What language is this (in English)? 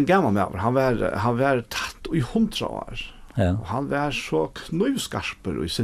Faroese